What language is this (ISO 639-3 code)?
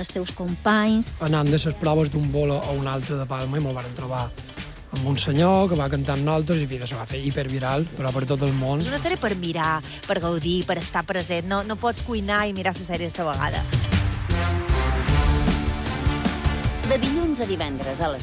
cat